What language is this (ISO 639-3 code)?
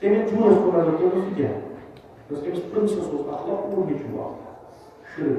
kas